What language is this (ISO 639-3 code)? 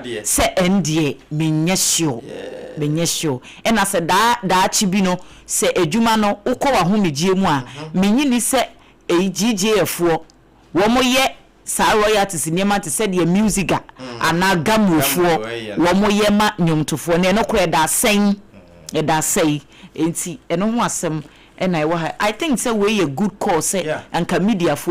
aka